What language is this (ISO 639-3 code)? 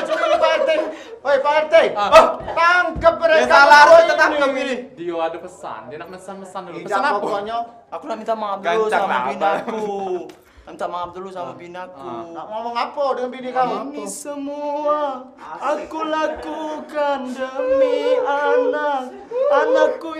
mui